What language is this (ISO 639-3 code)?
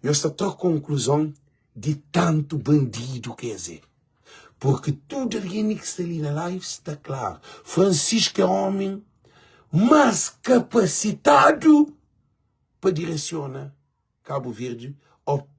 kea